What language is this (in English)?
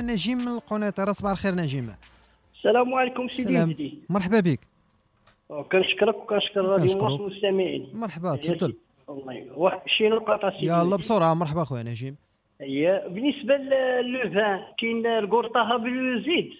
Moroccan Arabic